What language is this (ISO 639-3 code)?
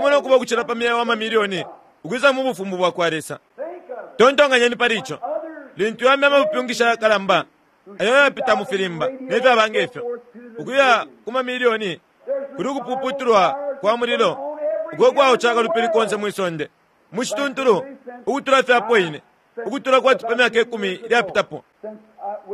bem